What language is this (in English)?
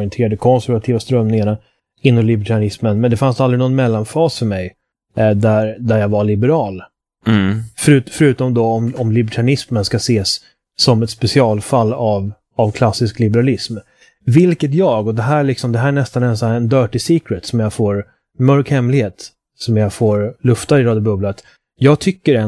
Swedish